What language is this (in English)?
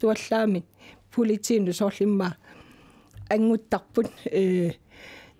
Kalaallisut